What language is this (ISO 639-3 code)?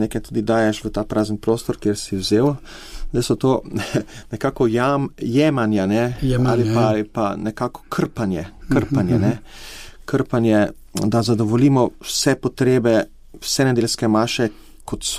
slv